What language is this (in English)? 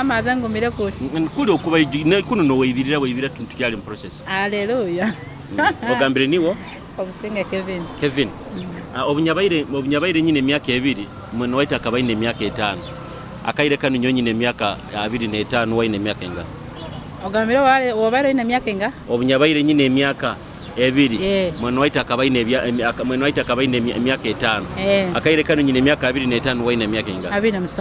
Nyoro